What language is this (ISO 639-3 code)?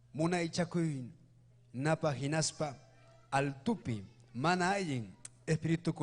quy